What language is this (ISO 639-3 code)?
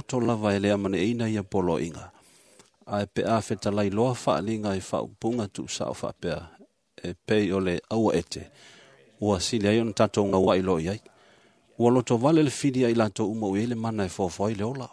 smo